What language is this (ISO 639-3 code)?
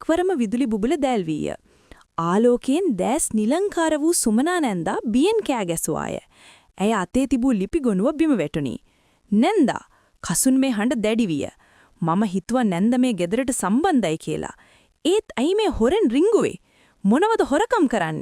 sin